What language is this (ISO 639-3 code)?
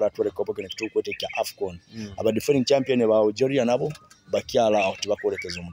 nyo